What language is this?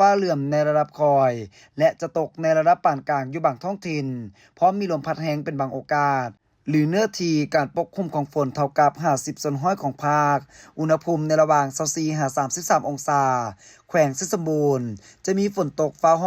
Lao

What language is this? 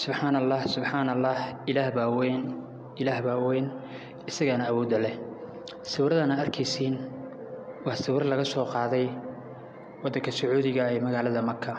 Somali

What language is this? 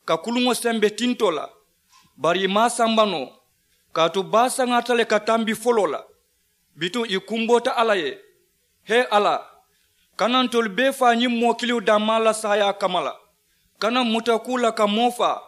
Mandingo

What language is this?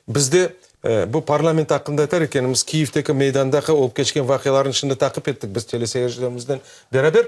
Crimean Tatar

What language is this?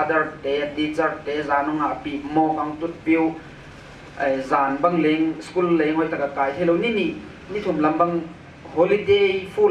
Paite Chin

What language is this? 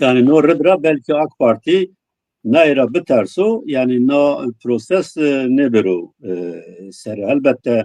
Zaza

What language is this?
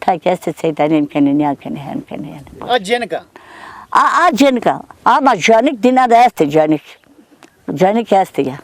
Zaza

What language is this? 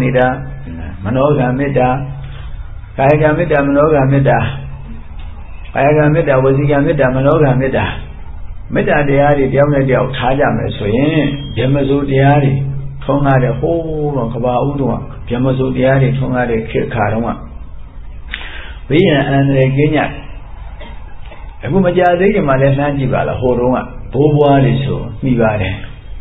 Burmese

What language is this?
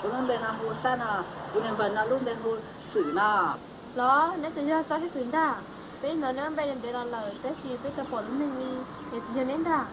Hmong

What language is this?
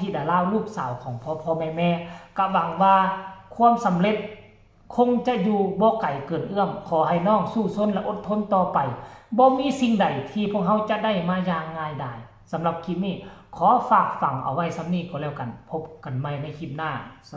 Northeastern Thai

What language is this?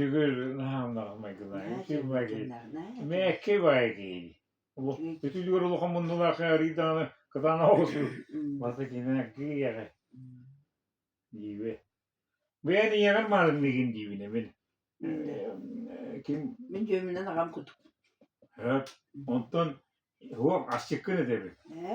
Yakut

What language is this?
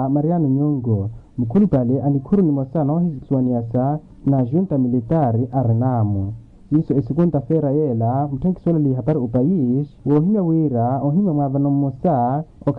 Makhuwa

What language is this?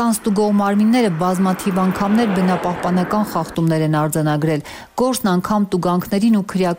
Armenian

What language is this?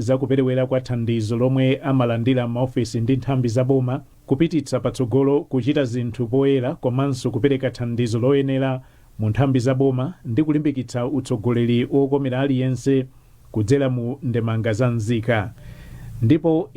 Nyanja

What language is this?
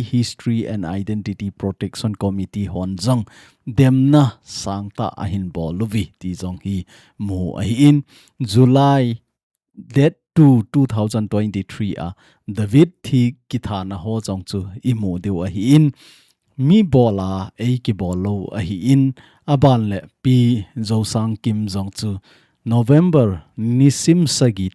Thado Chin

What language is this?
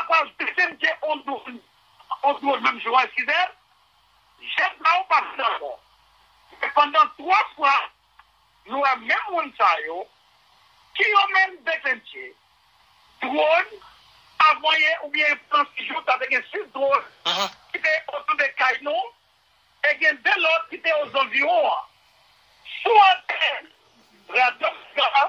Haitian Creole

